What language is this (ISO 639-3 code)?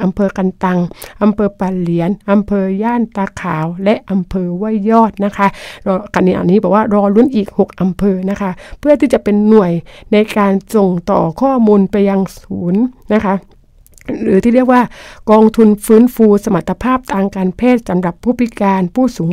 tha